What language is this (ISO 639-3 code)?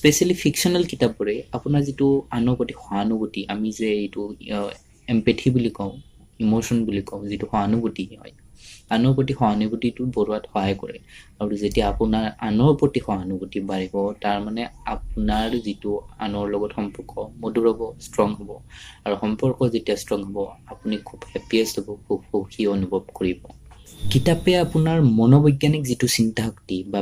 asm